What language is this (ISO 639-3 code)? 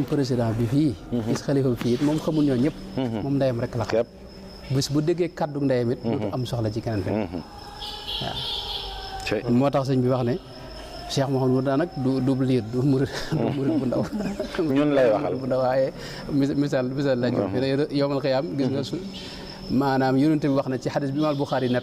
wol